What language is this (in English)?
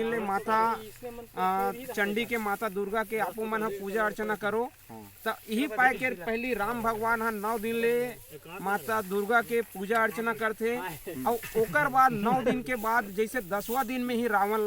Chhattisgarhi